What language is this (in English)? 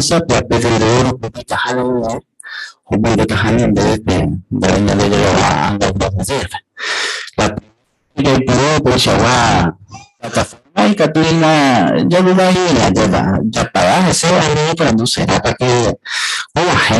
Guarani